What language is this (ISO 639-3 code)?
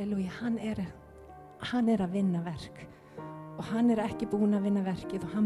isl